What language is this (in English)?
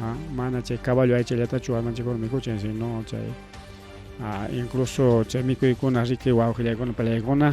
Ayacucho Quechua